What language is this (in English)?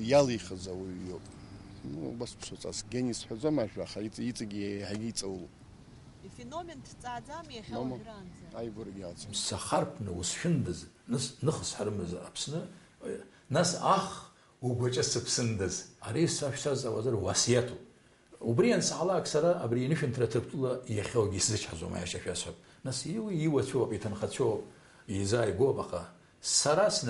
Abkhazian